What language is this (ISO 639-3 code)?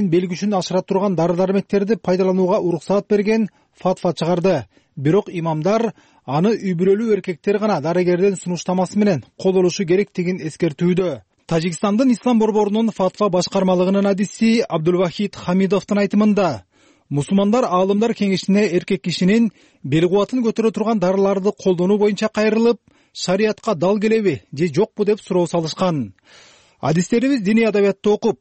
kir